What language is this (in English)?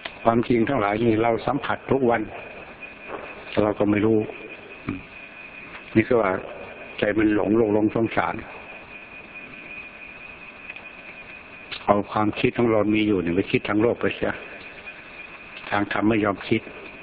Thai